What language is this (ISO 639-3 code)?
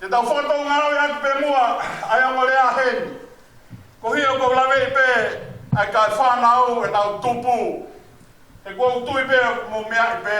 ton